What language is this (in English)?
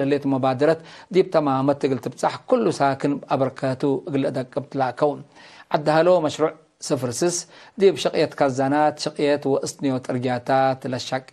Tigre